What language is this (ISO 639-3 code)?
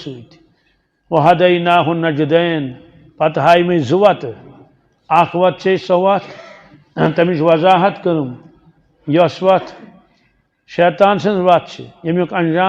kas